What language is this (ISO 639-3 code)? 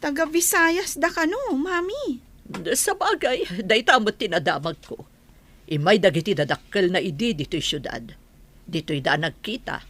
ilo